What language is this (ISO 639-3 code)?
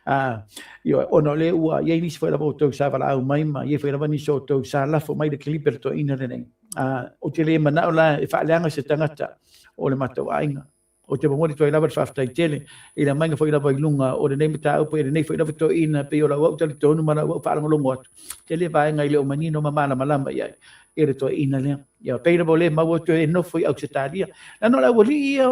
smo